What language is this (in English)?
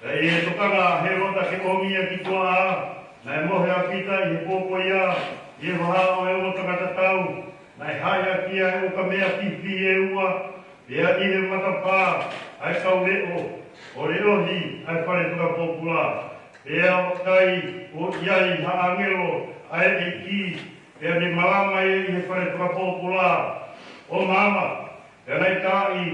Tongan